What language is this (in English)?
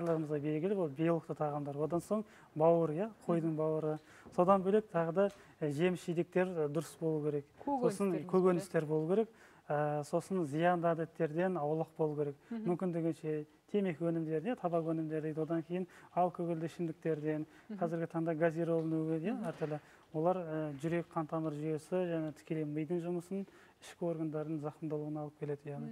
Kazakh